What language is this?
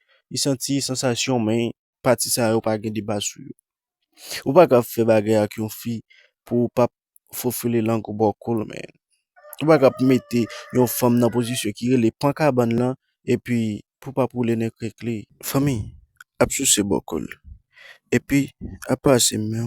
Haitian Creole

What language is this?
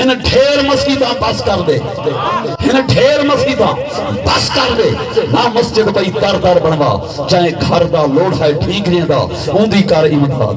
Saraiki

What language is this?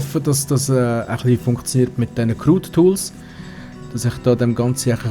Swiss German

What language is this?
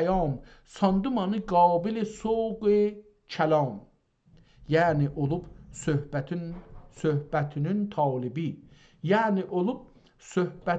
South Azerbaijani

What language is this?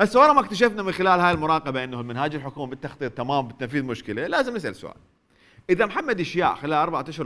Mesopotamian Arabic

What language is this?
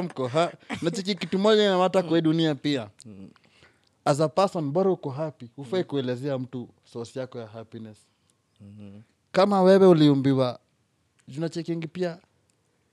Swahili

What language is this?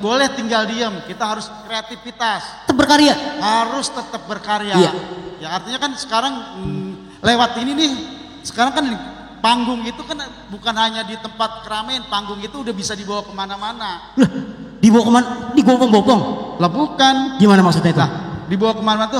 Betawi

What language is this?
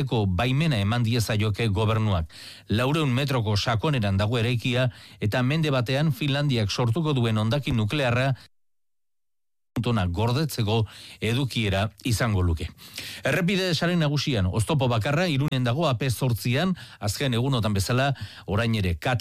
Basque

